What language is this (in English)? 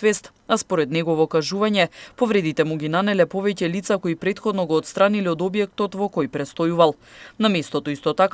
Macedonian